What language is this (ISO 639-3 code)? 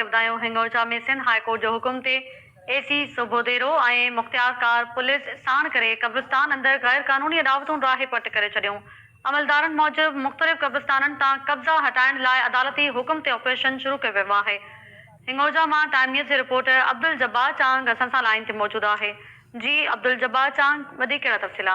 snd